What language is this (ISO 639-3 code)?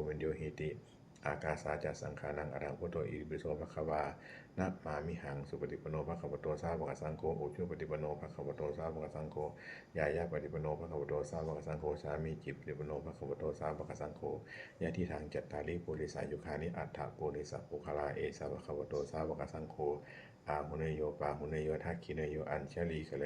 pli